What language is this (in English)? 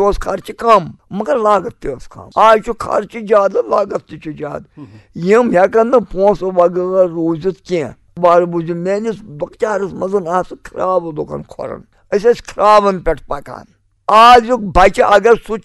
Kashmiri